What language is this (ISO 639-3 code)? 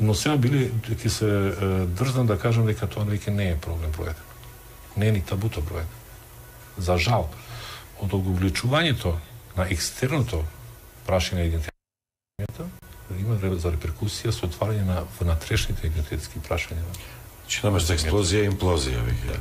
mkd